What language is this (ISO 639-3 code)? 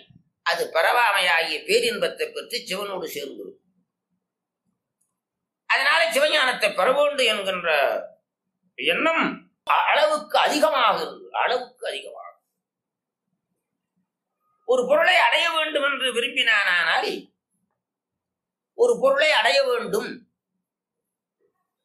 tam